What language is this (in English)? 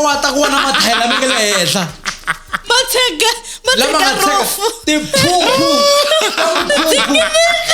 Tsonga